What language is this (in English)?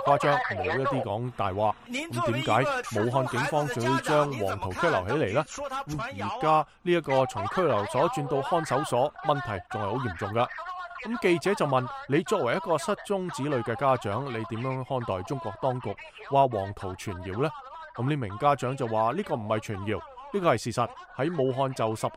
Cantonese